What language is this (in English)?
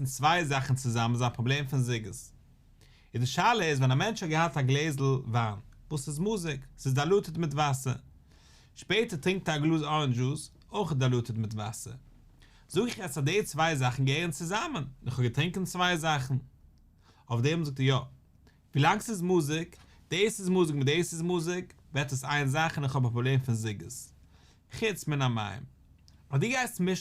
Yiddish